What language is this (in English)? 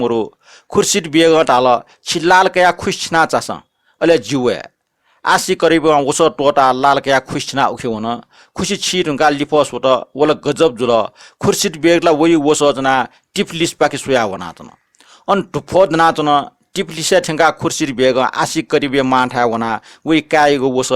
Newari